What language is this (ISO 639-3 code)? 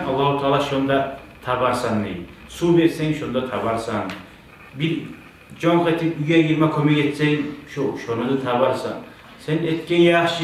kum